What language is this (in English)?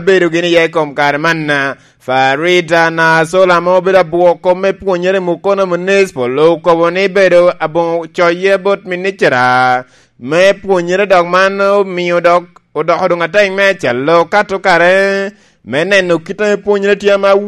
Lango (Uganda)